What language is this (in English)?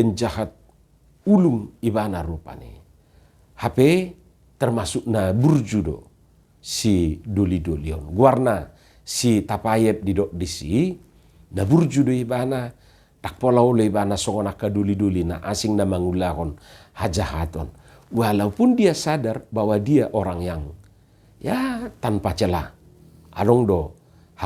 Batak Toba